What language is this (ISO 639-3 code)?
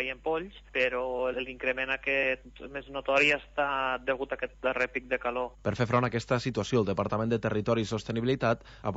cat